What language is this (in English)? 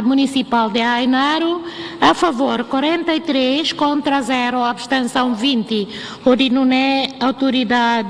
Tetum